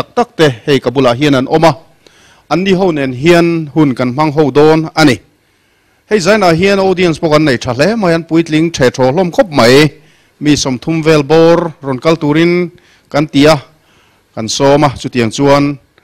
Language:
Mizo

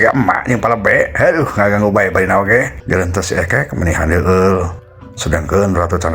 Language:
Sundanese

